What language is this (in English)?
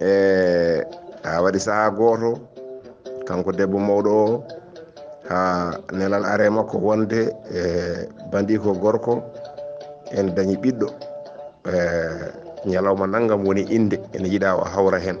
Fula